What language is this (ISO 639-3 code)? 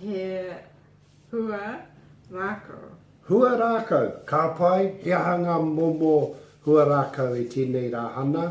mri